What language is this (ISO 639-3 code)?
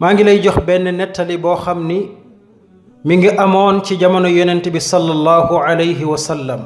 wol